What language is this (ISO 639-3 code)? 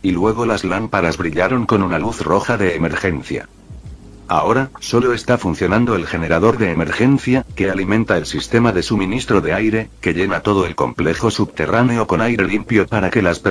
spa